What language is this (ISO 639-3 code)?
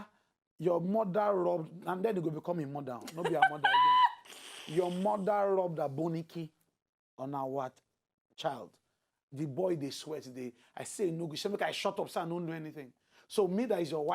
pcm